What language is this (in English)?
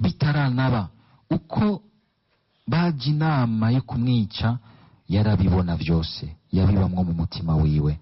Rundi